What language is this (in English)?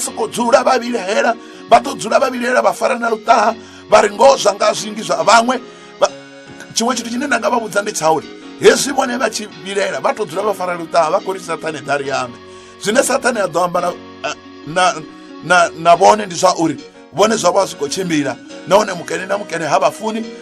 Venda